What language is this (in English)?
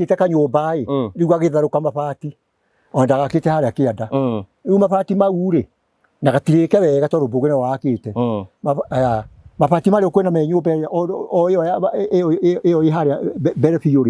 Kikuyu